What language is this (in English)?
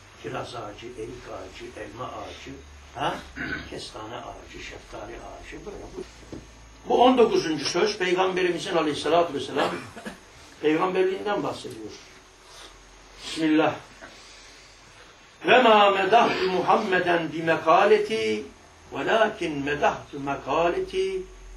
Turkish